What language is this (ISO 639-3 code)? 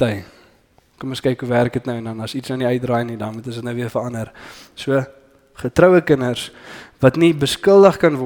afr